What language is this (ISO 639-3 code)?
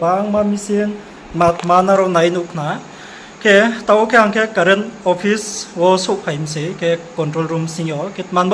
ria